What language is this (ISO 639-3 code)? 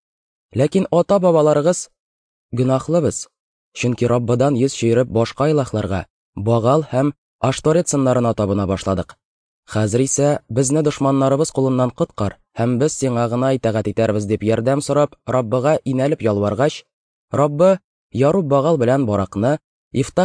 tat